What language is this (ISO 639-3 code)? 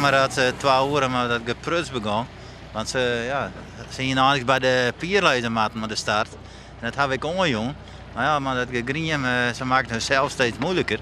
fry